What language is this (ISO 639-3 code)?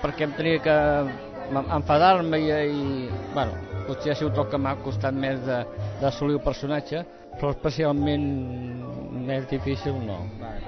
cat